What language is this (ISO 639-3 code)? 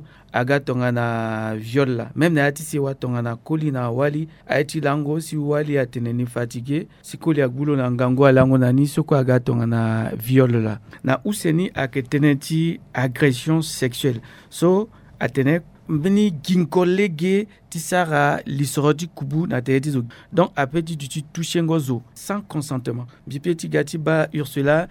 sag